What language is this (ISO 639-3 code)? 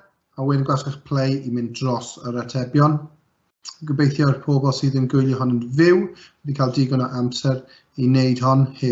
cym